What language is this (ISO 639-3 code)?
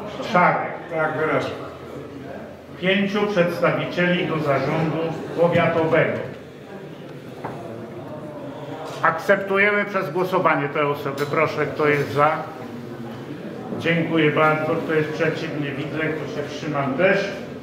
pol